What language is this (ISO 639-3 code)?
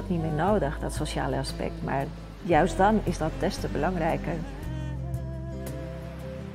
nld